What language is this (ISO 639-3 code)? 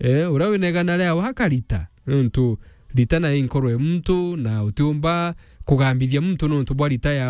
mer